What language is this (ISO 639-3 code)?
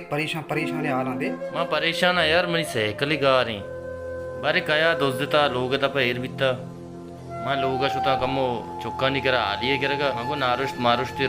bal